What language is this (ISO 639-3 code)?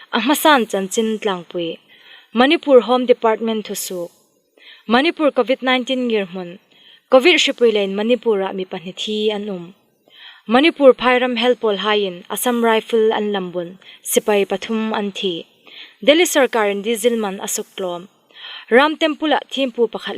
hmr